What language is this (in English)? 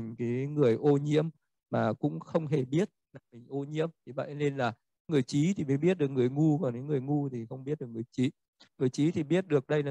Vietnamese